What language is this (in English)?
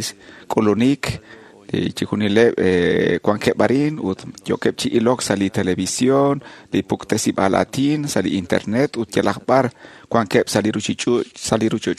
Kekchí